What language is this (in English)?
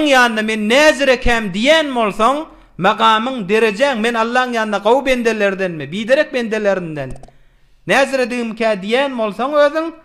Turkmen